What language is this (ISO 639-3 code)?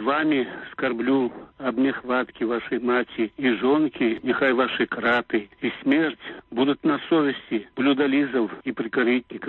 bel